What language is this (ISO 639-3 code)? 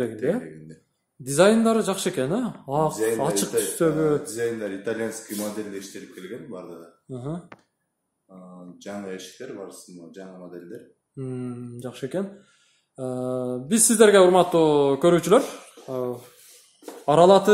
kir